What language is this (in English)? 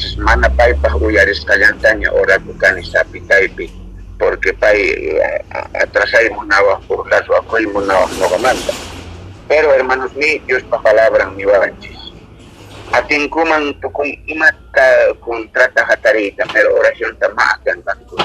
South Bolivian Quechua